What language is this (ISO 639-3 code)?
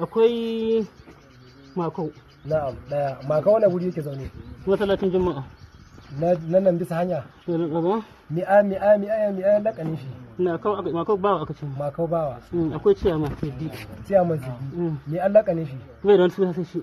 hau